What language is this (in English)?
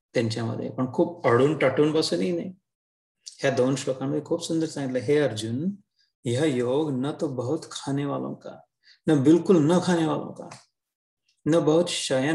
Marathi